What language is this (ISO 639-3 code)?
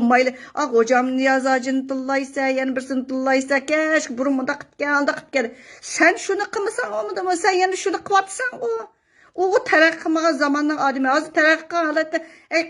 uig